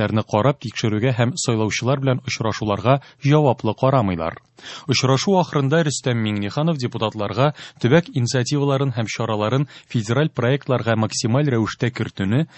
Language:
Tatar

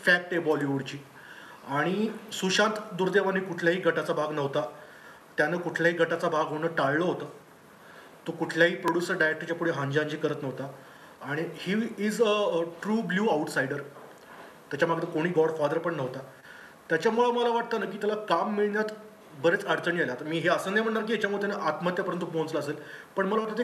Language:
Marathi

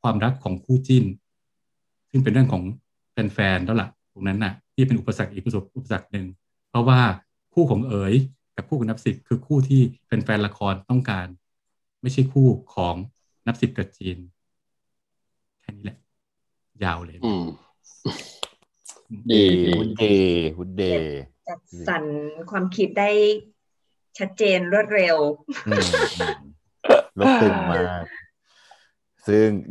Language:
Thai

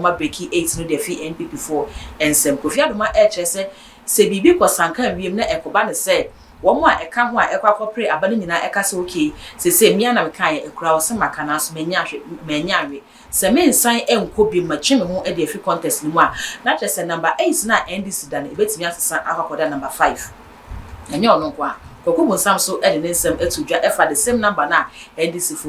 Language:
Akan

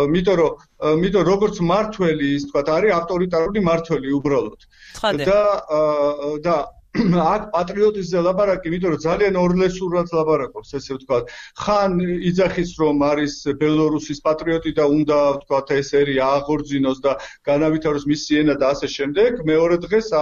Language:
Georgian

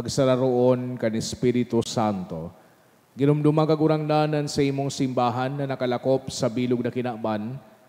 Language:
Bikol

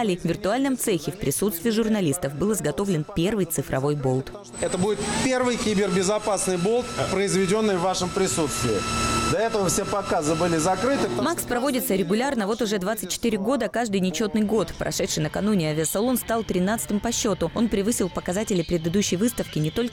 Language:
Russian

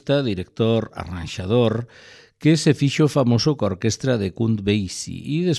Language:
Galician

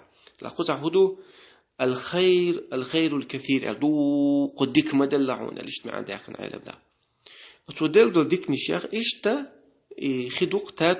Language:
Chechen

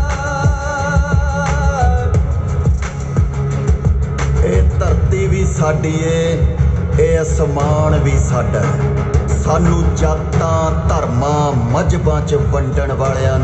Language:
Punjabi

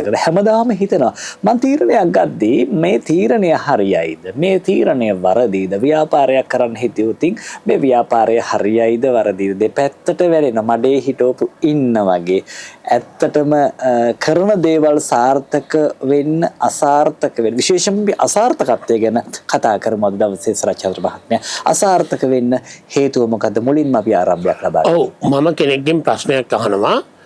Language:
Sinhala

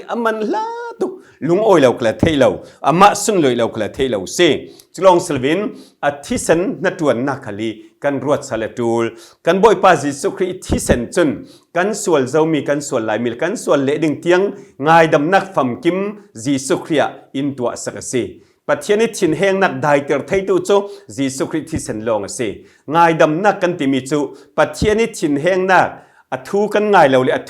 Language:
Falam Chin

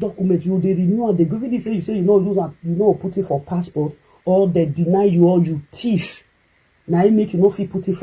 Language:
Nigerian Pidgin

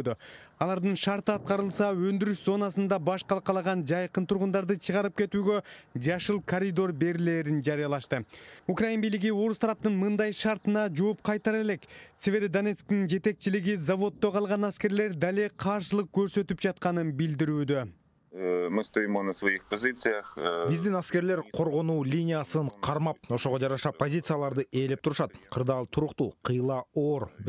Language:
Kyrgyz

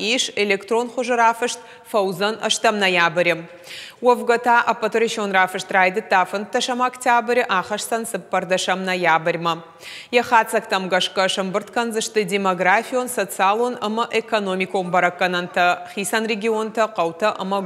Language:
Ossetic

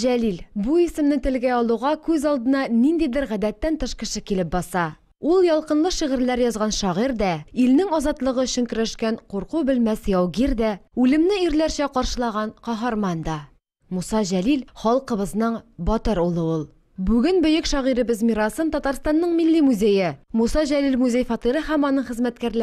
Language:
Tatar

